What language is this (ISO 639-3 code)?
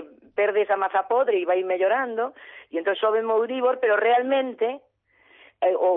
glg